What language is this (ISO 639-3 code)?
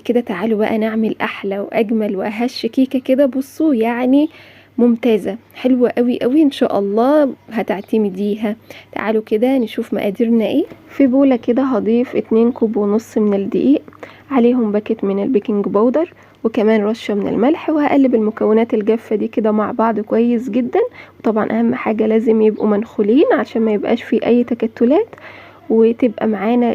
arz